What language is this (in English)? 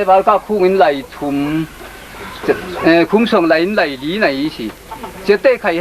Falam Chin